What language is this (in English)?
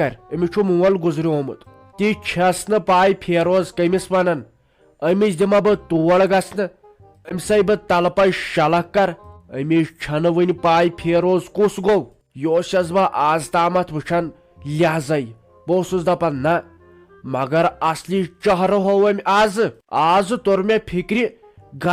Kashmiri